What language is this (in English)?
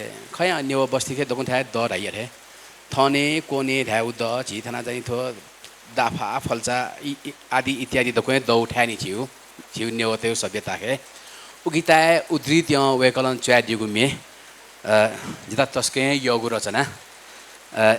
Newari